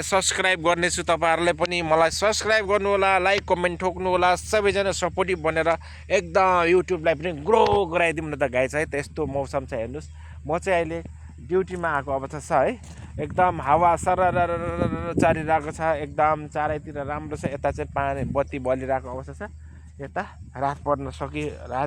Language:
Nepali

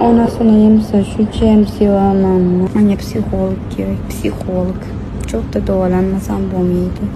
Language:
Uzbek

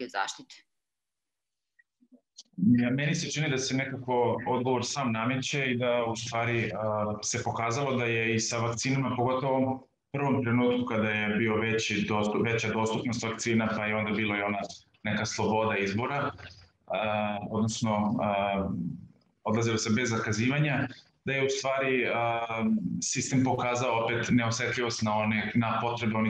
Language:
Serbian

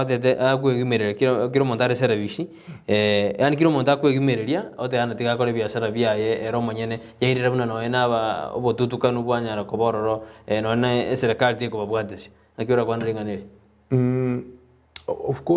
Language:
Gusii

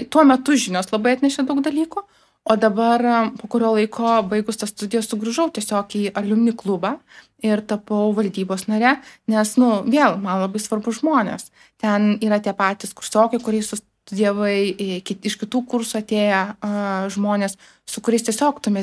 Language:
Lithuanian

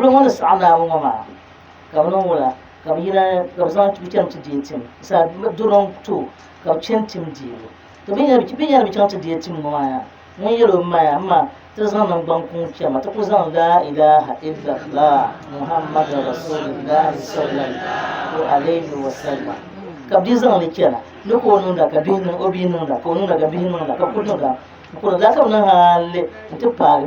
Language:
Dagbani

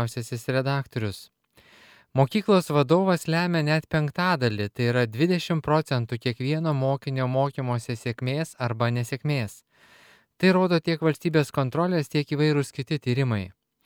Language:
Lithuanian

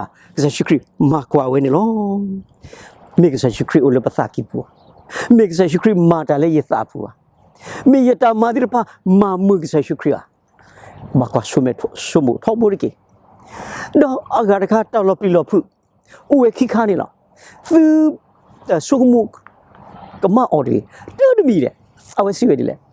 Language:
S'gaw Karen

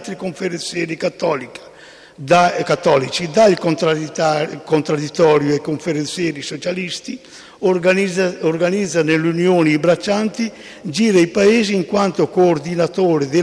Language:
Italian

